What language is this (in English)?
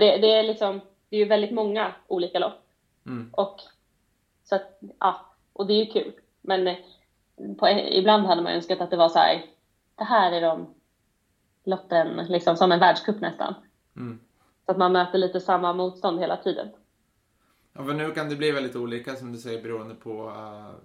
Swedish